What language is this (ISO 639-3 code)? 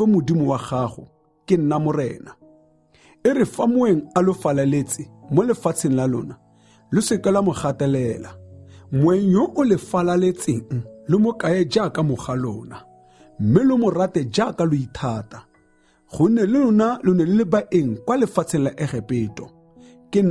tsn